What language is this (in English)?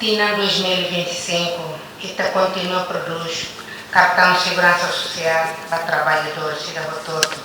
Tetum